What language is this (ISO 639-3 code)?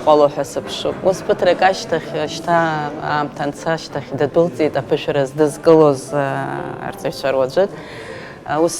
abk